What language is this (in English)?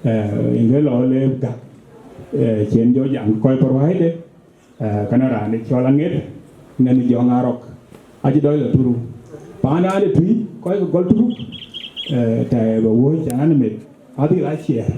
Dinka